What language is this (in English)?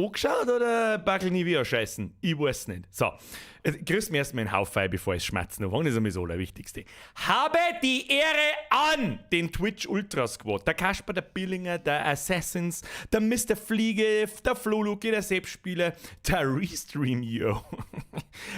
Bavarian